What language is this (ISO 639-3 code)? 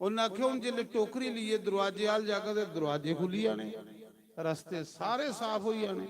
doi